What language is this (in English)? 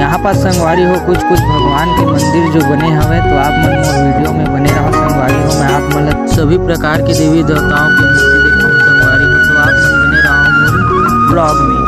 Chhattisgarhi